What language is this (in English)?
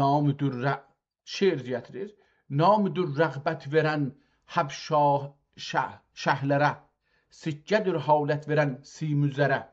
South Azerbaijani